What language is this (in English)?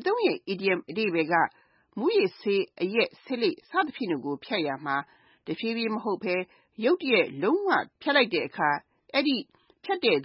Burmese